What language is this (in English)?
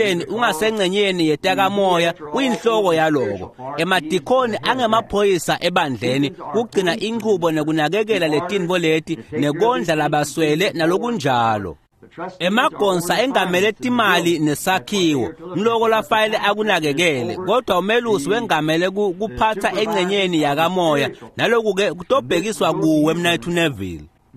Swati